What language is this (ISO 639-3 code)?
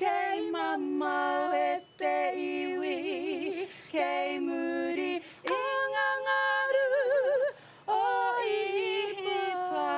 mri